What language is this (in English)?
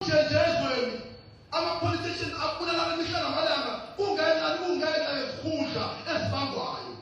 Zulu